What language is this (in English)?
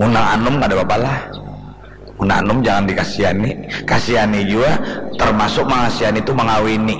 Banjar